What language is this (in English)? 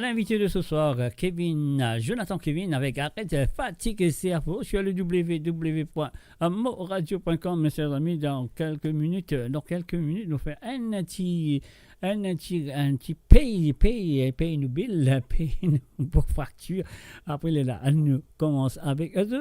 Morisyen